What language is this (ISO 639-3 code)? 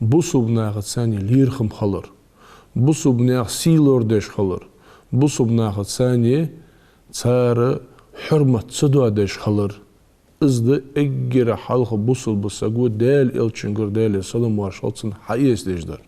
inh